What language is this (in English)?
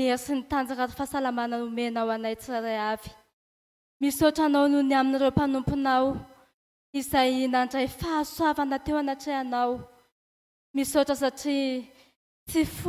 Malagasy